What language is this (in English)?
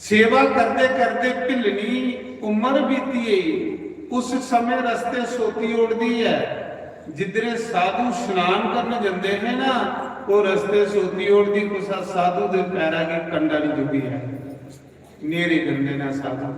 Dogri